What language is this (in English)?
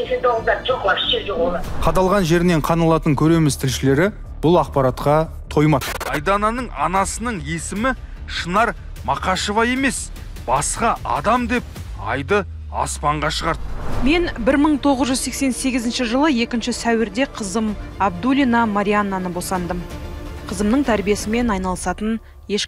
Kazakh